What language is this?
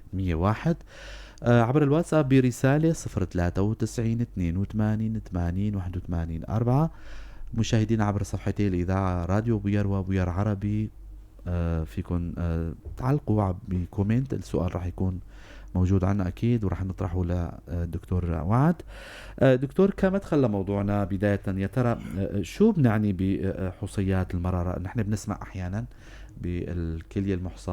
North Levantine Arabic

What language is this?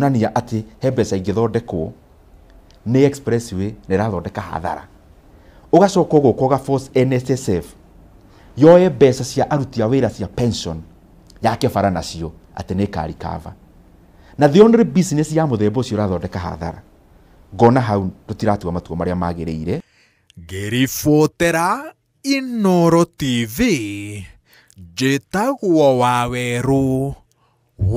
Kikuyu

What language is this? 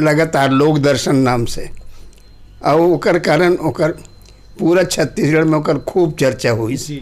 Chhattisgarhi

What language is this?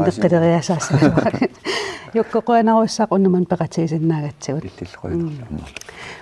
Kalaallisut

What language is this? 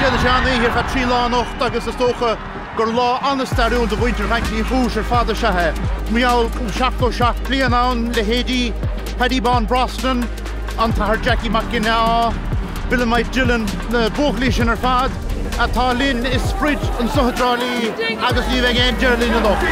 Irish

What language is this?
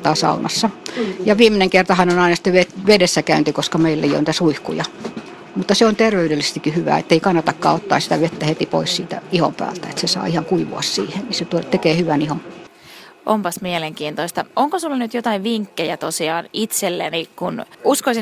Finnish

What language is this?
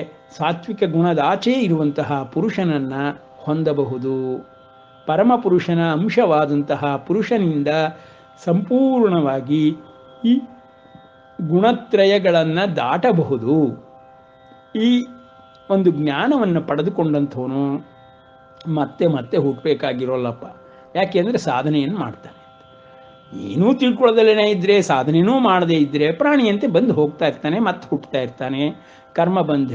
Kannada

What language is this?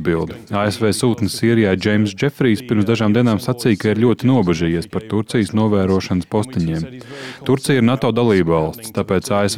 Latvian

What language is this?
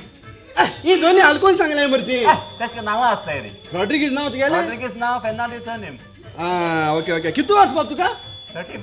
Konkani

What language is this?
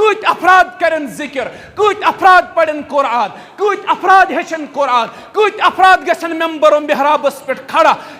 Kashmiri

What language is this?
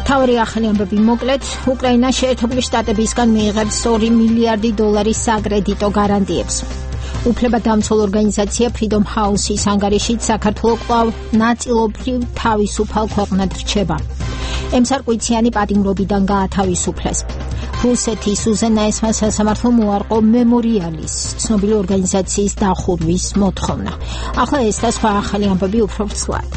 Georgian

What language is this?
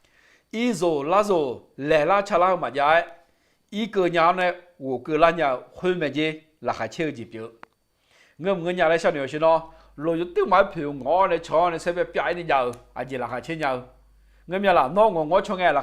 Akha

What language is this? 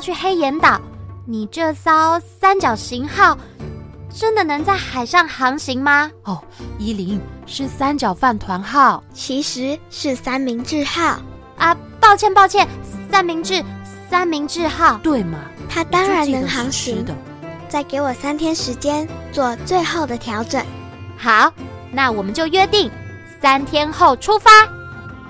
Chinese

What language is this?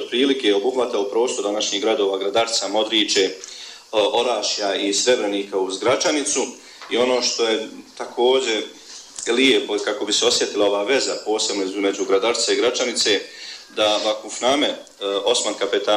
Bosnian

